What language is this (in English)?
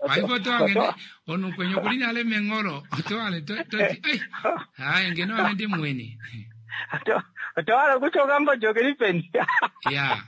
Kuanyama